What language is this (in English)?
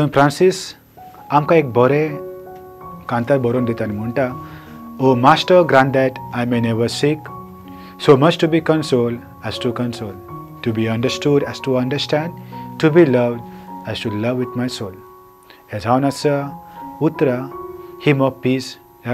Konkani